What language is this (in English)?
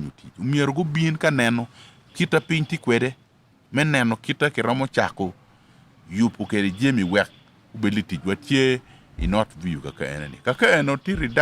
Acoli